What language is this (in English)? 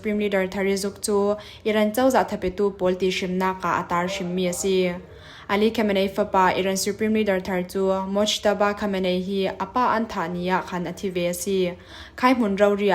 Falam Chin